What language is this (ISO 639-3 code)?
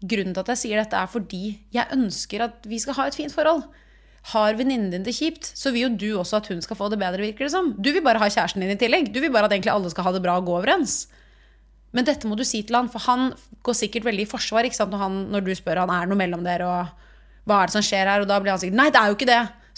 nor